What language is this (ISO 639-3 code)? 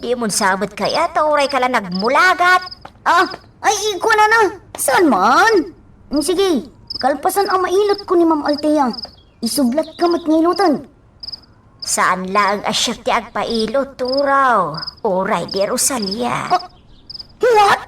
ilo